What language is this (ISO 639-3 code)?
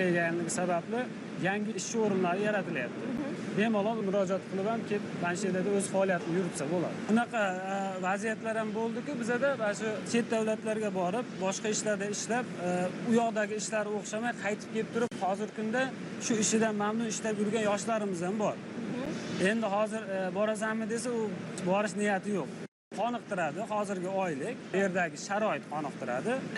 uzb